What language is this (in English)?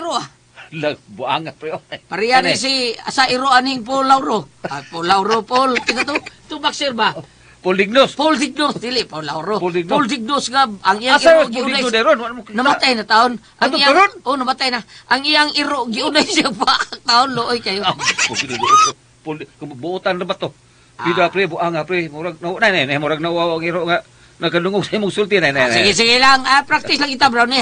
Cebuano